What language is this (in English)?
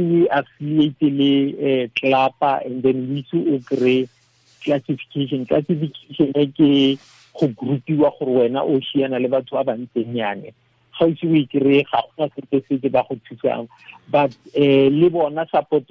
Tswana